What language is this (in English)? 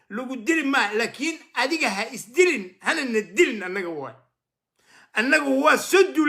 Somali